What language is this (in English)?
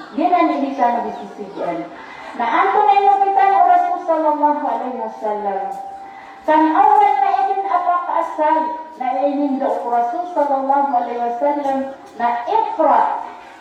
Maranao